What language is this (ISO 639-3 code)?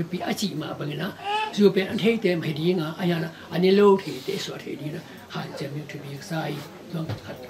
ctd